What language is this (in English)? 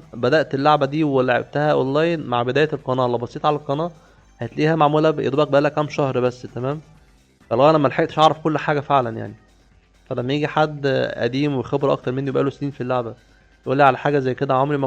Egyptian Arabic